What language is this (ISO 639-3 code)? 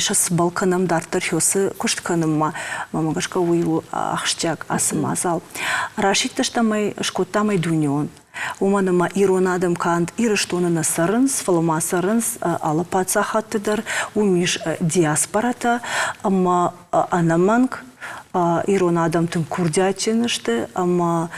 oss